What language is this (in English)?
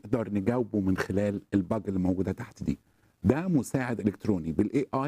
Egyptian Arabic